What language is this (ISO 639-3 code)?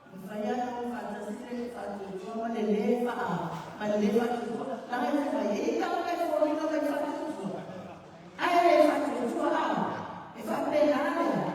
smo